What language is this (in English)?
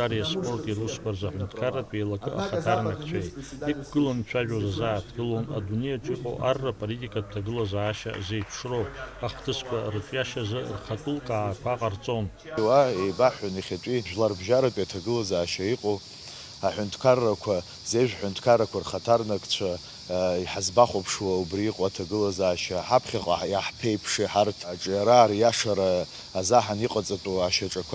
Abkhazian